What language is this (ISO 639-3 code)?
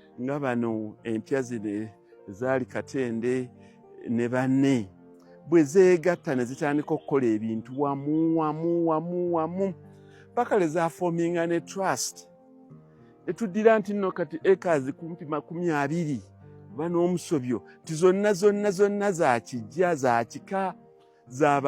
lug